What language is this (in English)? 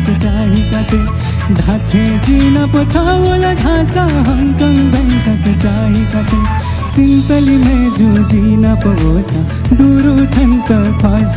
Newari